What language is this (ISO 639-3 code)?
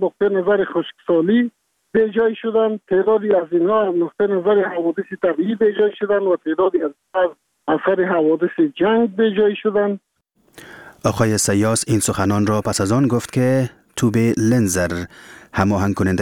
fas